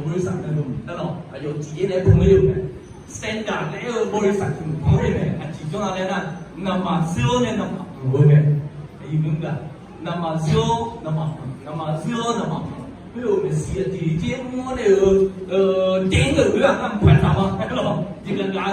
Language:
Akha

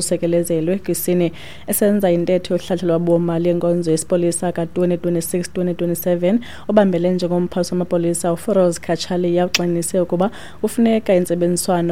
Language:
Xhosa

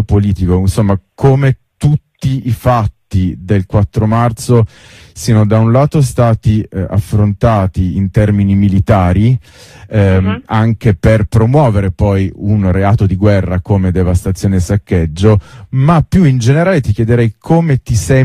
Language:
Italian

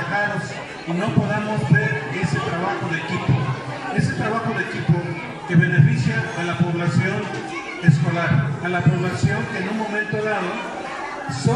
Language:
Spanish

